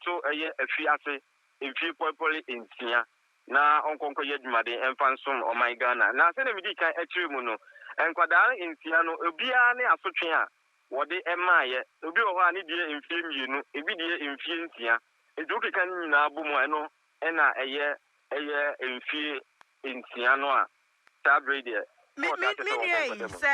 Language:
Akan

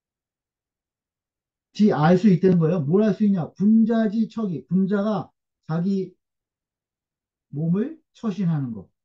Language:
Korean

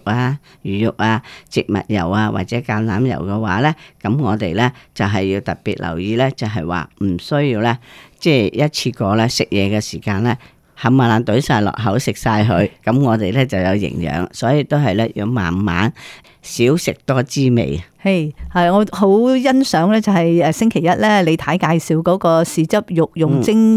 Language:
Cantonese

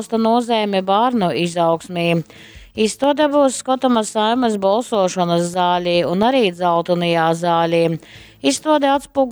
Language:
Latgalian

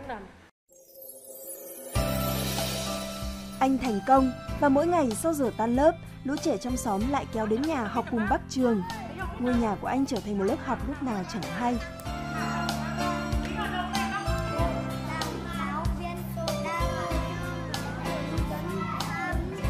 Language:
Vietnamese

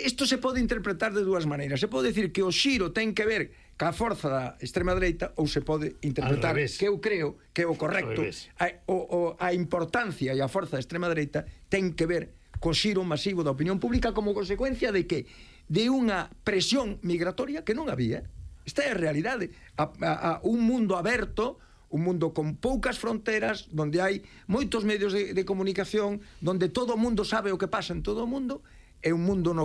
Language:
Galician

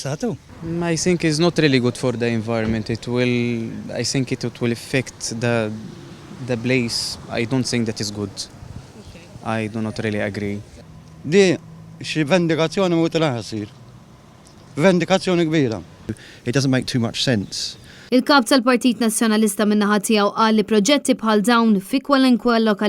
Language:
Maltese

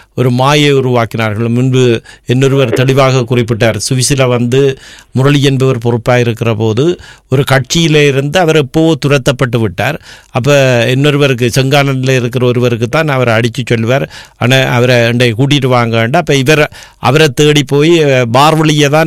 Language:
Tamil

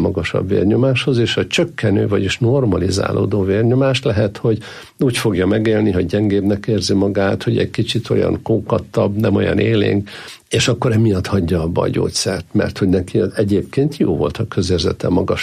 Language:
Hungarian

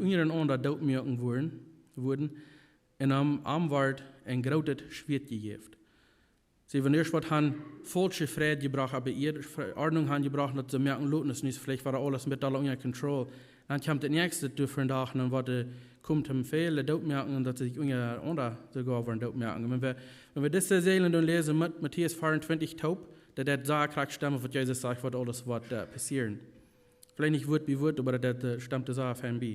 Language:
Plautdietsch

